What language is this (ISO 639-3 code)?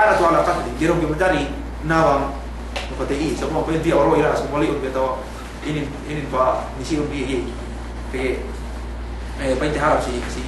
yka